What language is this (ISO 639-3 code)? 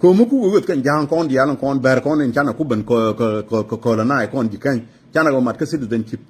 nus